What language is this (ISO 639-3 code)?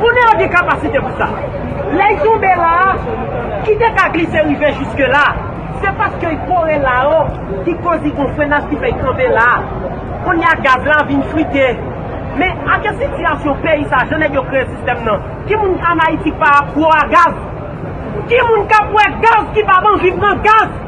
hat